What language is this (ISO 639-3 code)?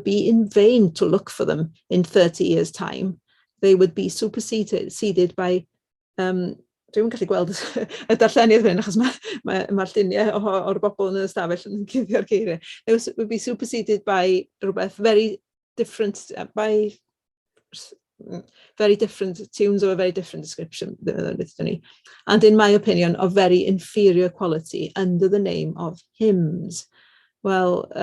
cym